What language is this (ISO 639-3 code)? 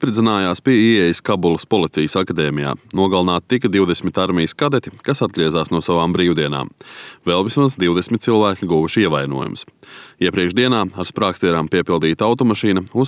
lav